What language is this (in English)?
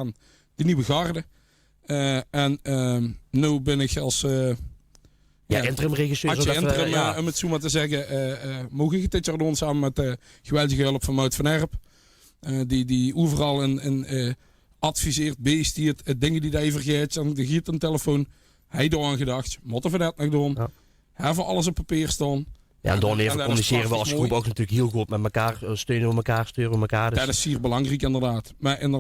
Limburgish